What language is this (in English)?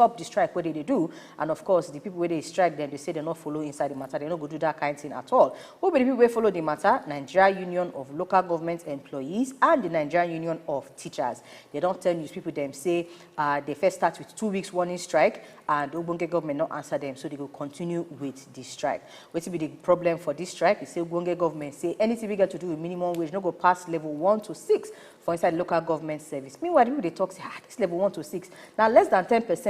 Nigerian Pidgin